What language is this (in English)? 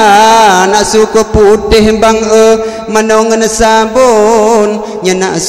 Achinese